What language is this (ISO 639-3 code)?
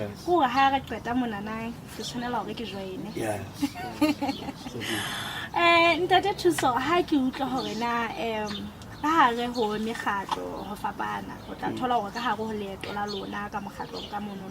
sot